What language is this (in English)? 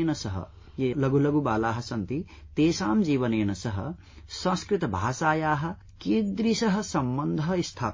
Sanskrit